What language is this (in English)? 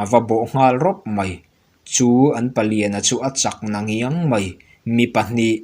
Mizo